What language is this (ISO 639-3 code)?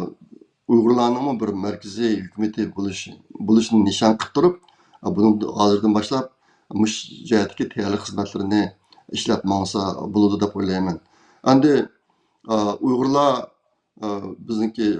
uig